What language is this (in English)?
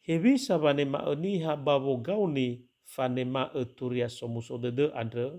Nias